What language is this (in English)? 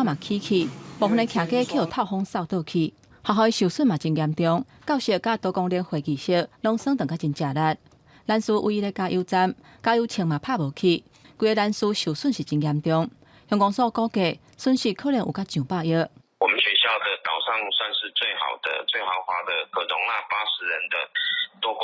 Min Nan Chinese